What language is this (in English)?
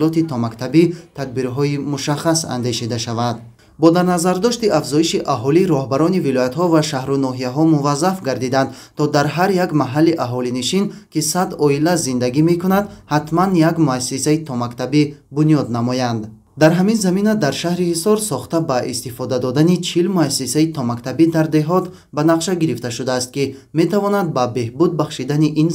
Tajik